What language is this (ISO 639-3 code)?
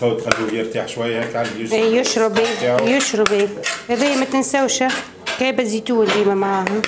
aeb